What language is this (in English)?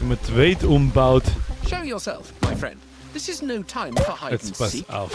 Bavarian